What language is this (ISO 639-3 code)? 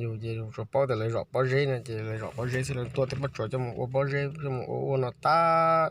hmn